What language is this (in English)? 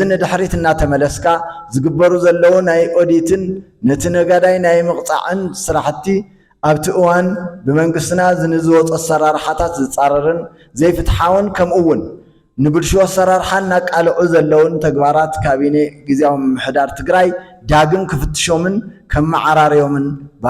Tigrinya